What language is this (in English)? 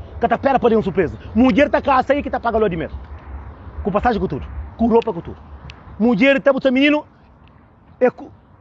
Kabuverdianu